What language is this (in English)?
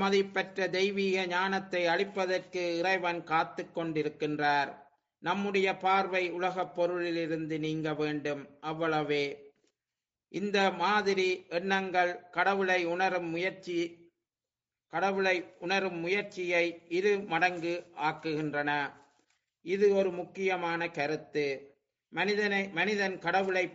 Tamil